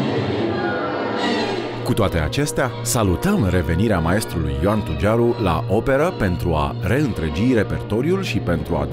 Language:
Romanian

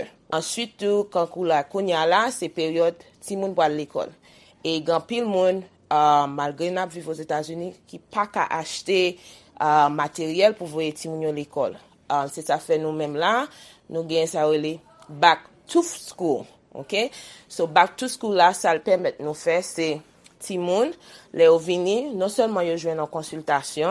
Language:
Haitian Creole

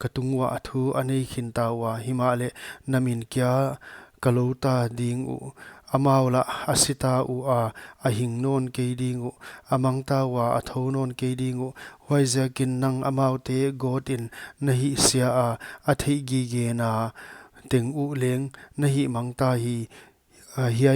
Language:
Paite Chin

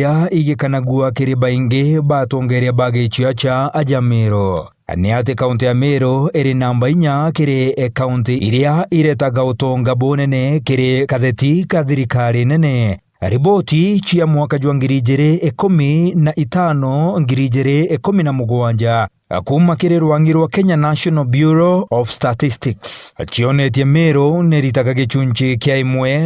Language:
Meru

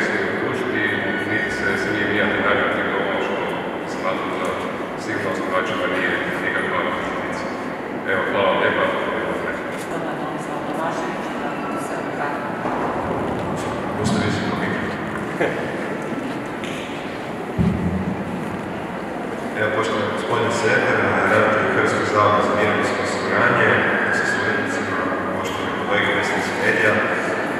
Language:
Croatian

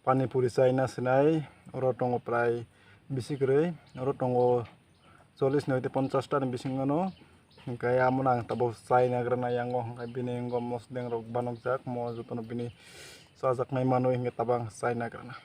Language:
Kok Borok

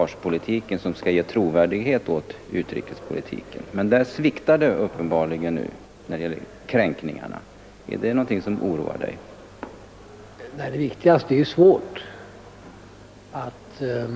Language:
Swedish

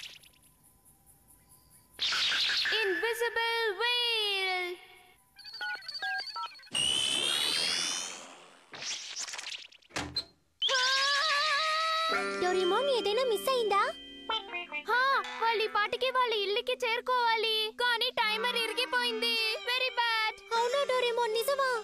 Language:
Telugu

